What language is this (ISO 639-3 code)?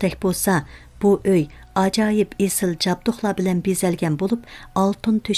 uig